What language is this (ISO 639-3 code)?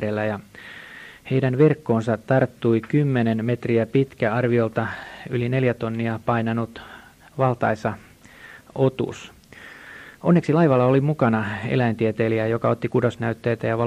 fin